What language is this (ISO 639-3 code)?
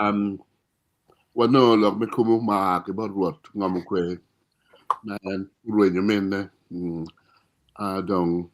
ach